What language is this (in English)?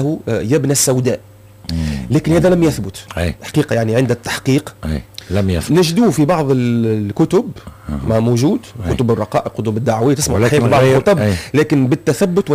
Tunisian Arabic